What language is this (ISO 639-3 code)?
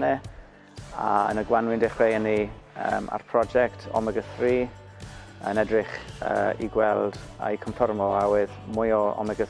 cym